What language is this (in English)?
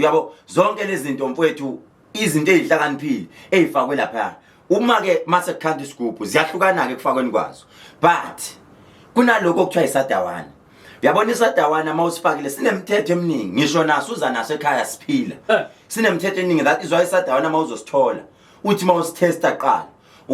Zulu